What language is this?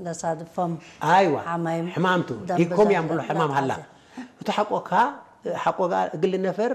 Tigre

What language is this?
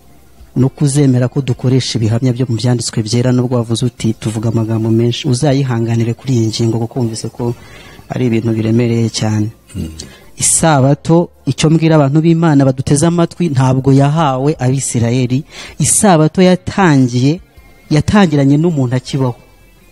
Kinyarwanda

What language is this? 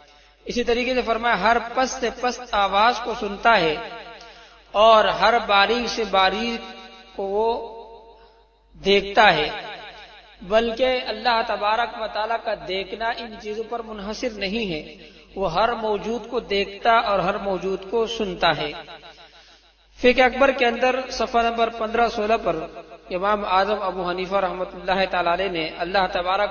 Urdu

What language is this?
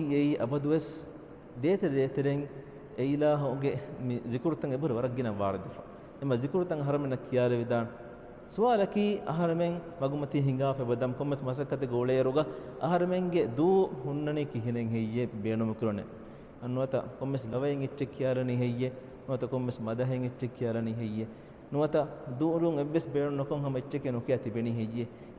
Divehi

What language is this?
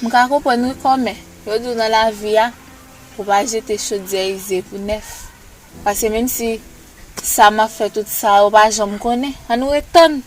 Haitian Creole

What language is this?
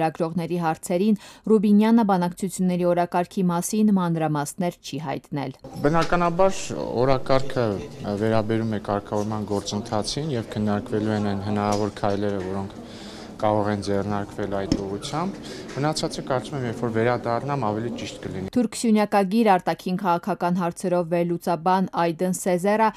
Armenian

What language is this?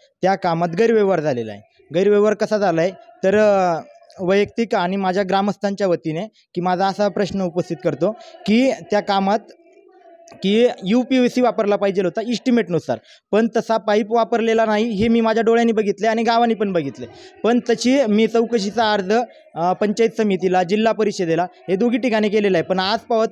Marathi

